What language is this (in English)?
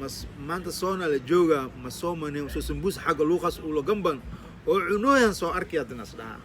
Somali